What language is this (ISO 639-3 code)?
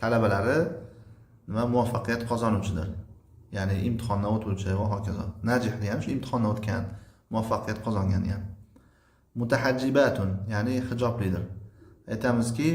uzb